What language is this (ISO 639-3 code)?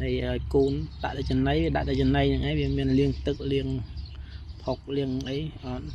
khm